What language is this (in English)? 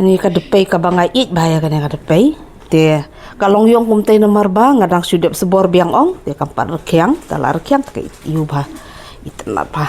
Khasi